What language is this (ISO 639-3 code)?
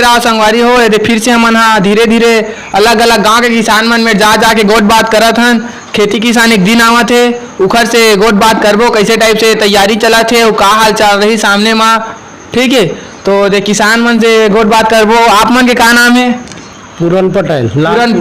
hne